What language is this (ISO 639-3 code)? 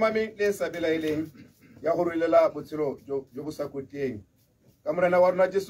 tsn